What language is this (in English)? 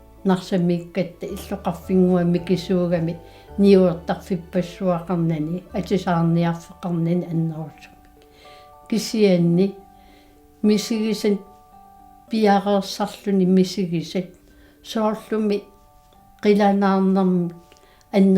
Kalaallisut